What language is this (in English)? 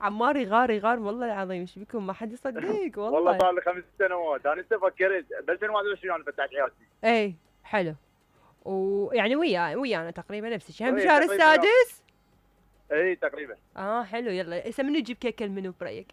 Mesopotamian Arabic